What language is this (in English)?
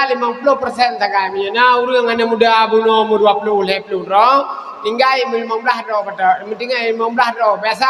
Achinese